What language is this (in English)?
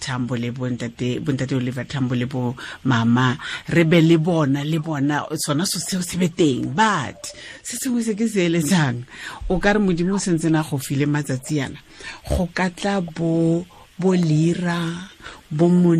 Tswana